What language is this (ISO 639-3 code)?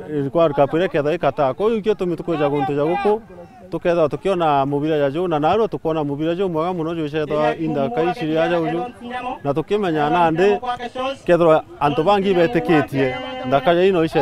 mer